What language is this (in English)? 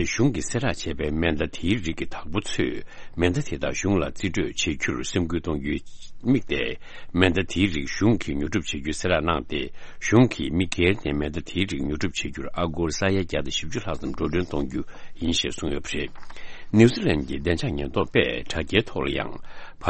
Tibetan